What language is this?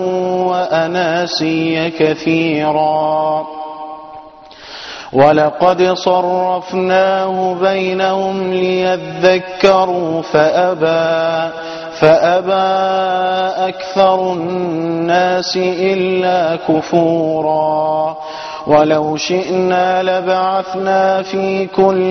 Arabic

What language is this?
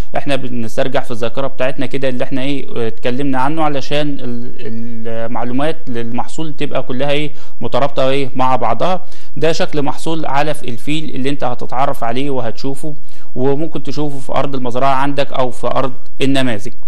Egyptian Arabic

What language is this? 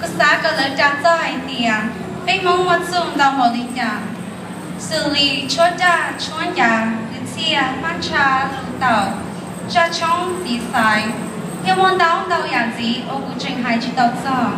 Hmong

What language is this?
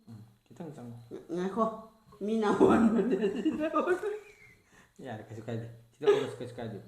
Manipuri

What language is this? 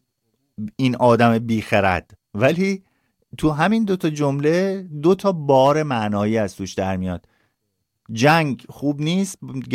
Persian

